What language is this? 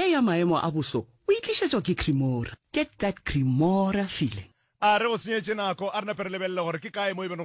Northern Sotho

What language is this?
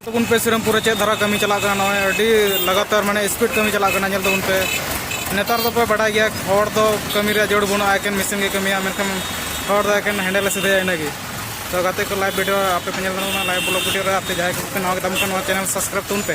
Santali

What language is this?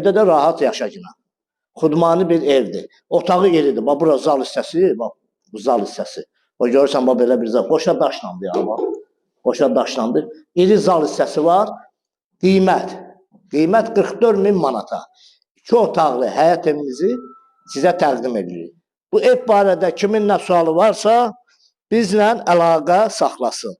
Azerbaijani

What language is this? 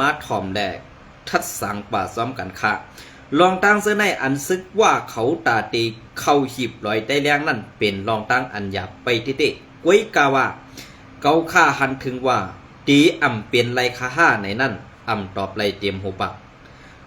Shan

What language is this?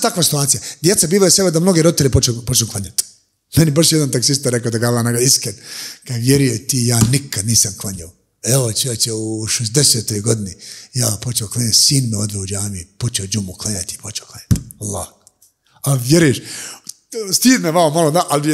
Bosnian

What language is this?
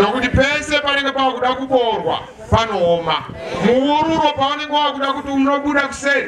Shona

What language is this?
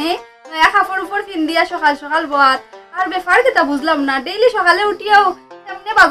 Sylheti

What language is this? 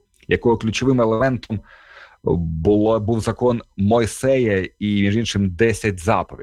Ukrainian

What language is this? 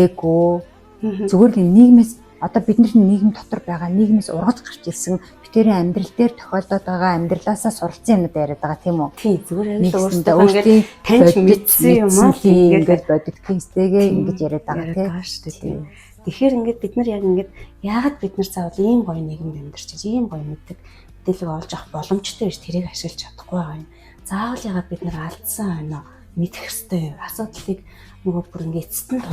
Mongolian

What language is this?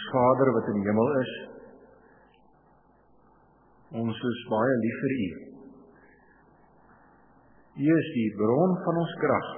Afrikaans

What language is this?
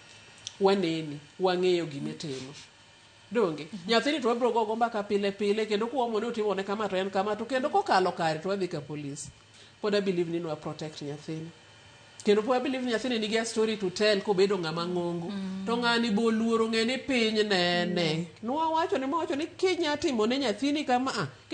Luo (Kenya and Tanzania)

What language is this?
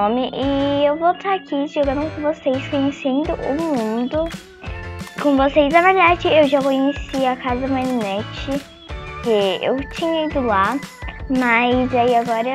Portuguese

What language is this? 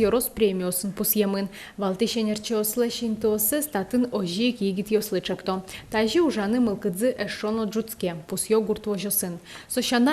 Udmurt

